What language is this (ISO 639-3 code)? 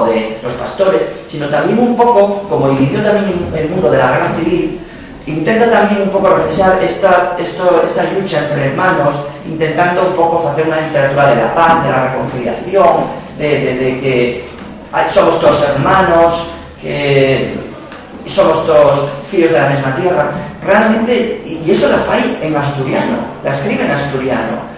ast